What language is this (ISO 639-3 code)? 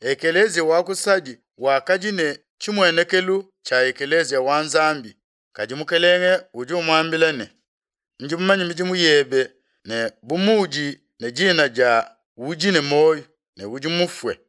lua